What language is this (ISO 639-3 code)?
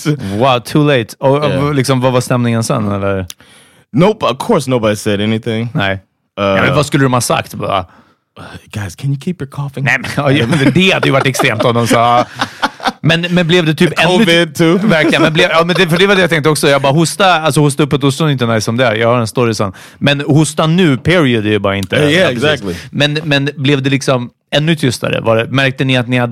swe